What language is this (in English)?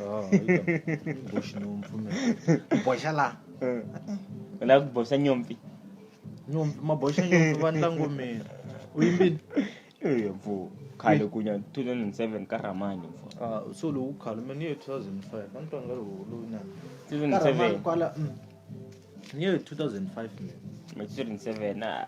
Tsonga